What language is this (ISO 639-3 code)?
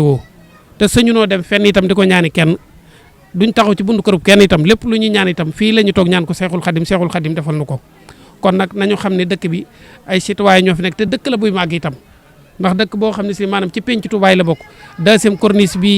wol